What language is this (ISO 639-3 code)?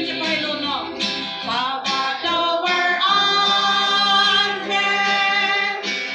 mjw